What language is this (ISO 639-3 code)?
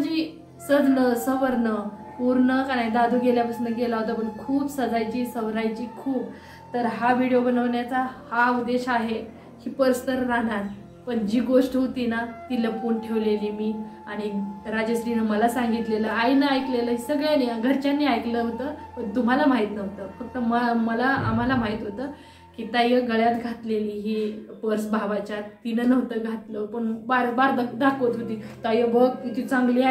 mar